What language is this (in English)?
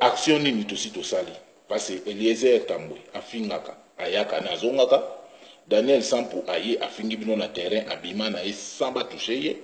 Lingala